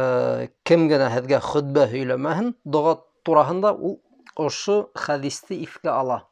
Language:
Bashkir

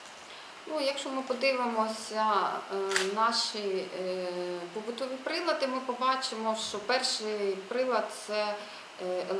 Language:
Ukrainian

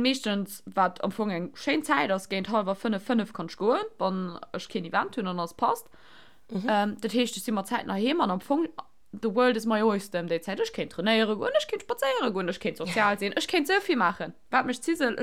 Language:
Luxembourgish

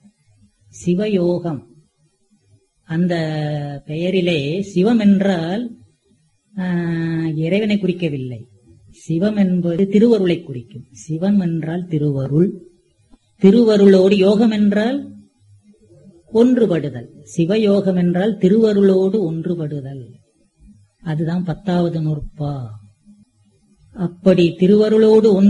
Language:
Tamil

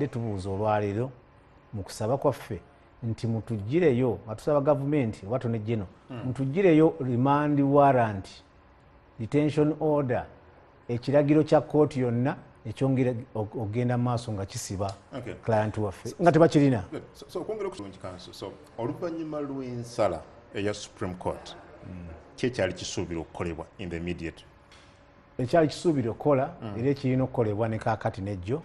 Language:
Ganda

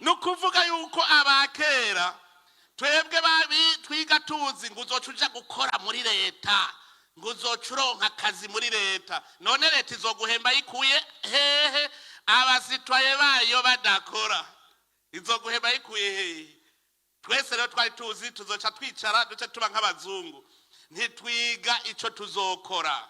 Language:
Rundi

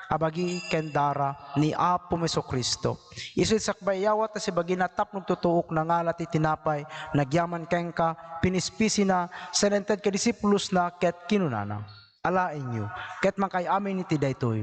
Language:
Iloko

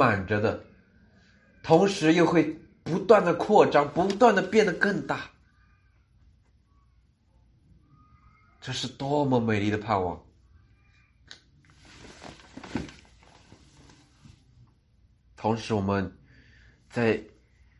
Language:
Chinese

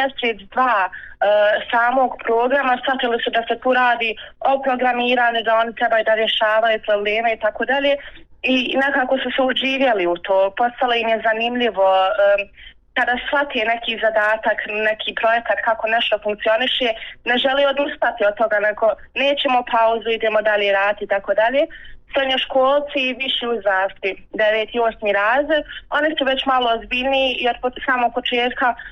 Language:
Bosnian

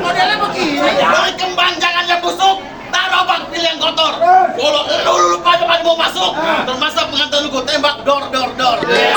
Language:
Betawi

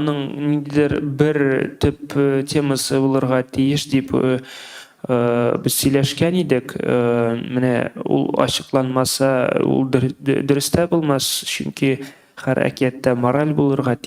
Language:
Tatar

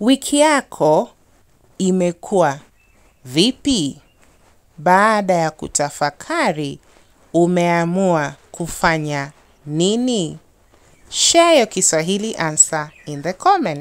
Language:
Swahili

